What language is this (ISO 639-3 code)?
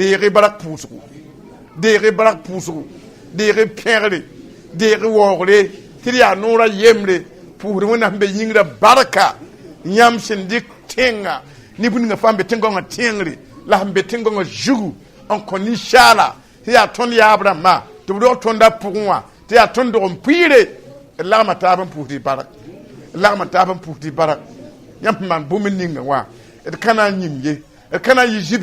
mos